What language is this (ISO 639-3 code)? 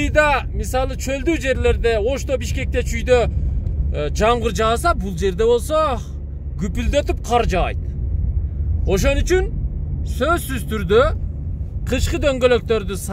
kir